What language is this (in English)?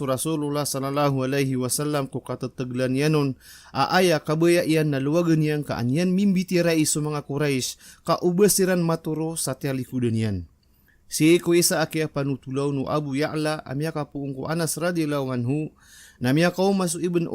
Maranao